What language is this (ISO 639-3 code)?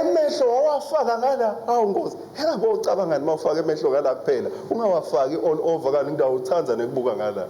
ssw